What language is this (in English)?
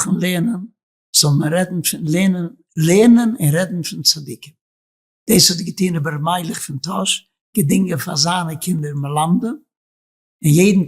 Yiddish